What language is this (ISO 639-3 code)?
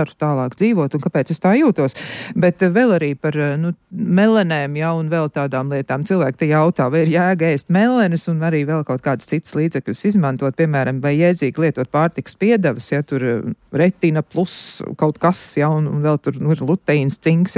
lav